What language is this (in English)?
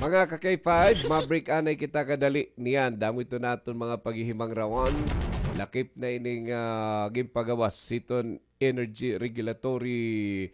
Waray